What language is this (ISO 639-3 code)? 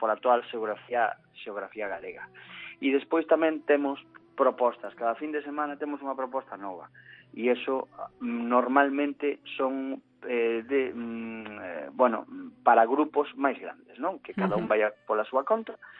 glg